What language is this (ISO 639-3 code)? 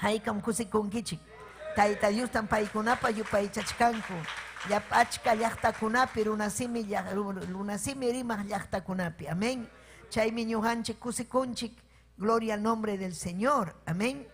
quy